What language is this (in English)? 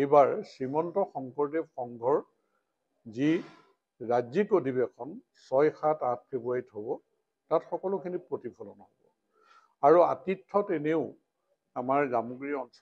Assamese